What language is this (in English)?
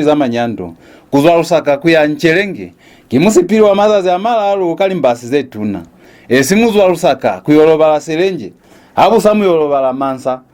Lozi